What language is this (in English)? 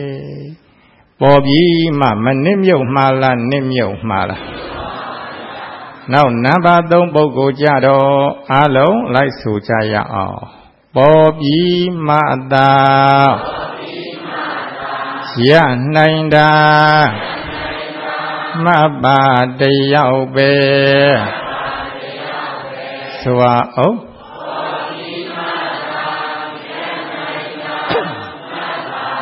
Burmese